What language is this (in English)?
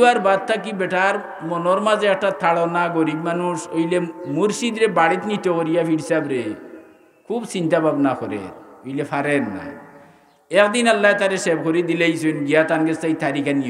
Sylheti